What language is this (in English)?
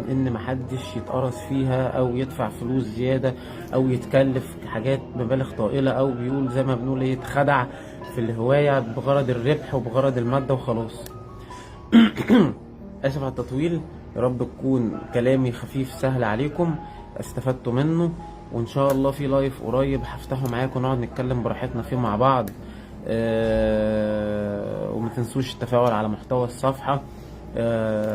Egyptian Arabic